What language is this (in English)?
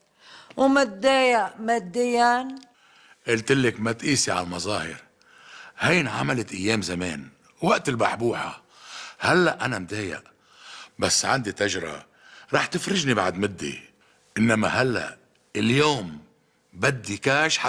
North Levantine Arabic